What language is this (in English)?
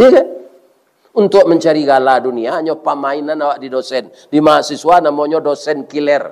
Minangkabau